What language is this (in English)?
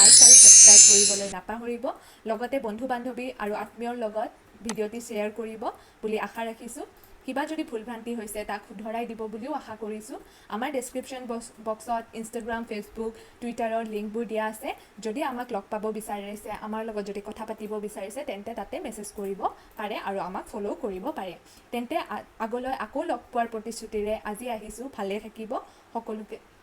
Assamese